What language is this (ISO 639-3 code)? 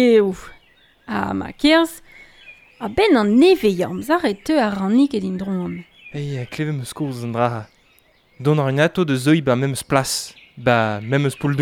bre